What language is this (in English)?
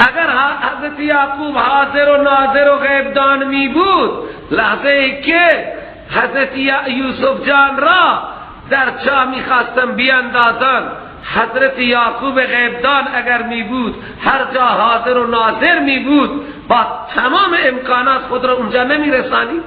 Persian